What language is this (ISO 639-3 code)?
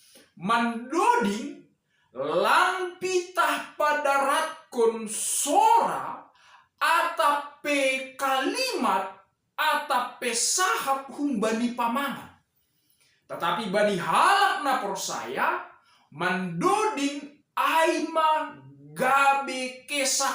bts